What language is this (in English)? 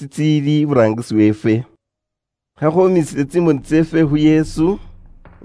Luyia